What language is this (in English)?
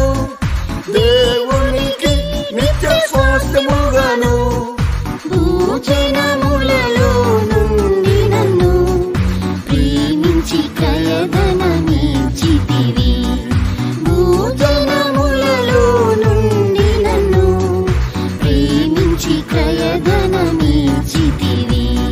Telugu